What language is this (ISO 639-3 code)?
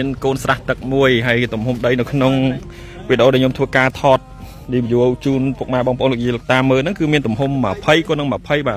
khm